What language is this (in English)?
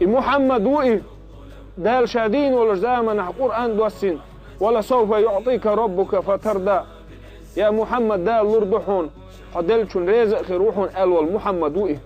Chechen